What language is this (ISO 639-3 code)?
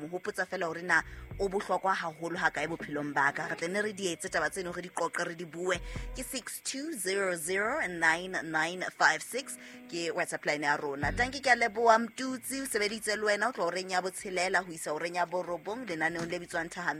sot